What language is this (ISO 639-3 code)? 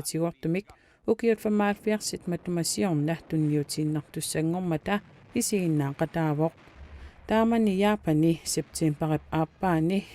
kal